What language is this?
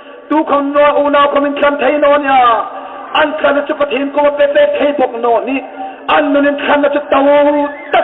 Hmar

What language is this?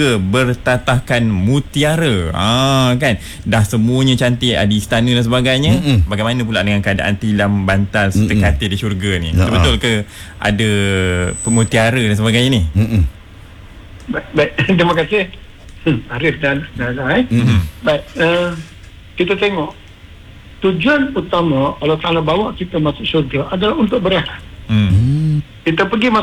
Malay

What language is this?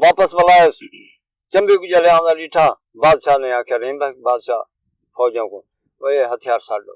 Saraiki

